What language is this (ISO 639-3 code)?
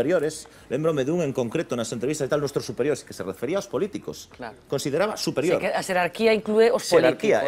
glg